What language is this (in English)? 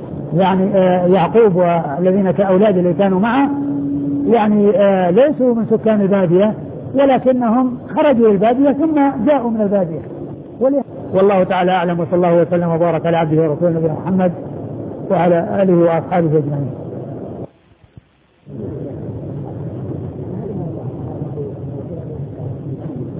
Arabic